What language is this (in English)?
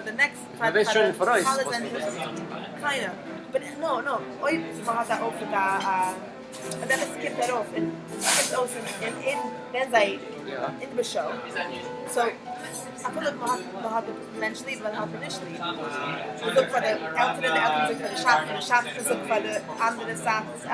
Yiddish